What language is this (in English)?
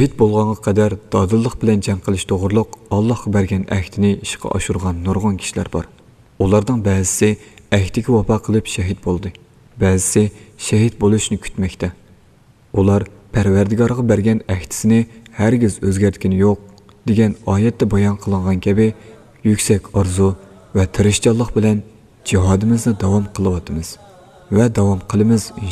Uyghur